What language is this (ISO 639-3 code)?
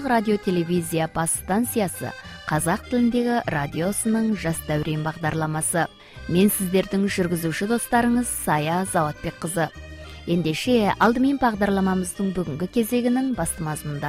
kaz